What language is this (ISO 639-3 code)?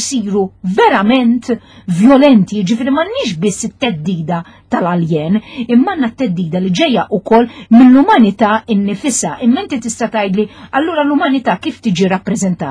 mlt